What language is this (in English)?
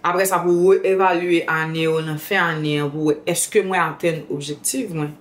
Haitian Creole